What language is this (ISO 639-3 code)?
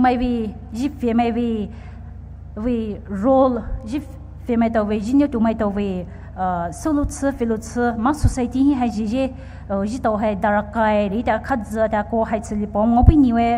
pmx